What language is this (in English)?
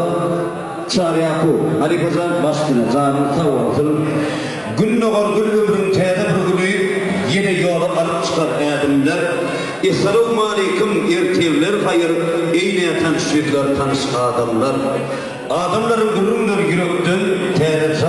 Turkmen